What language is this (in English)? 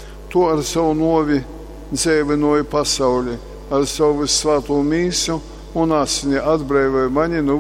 Latgalian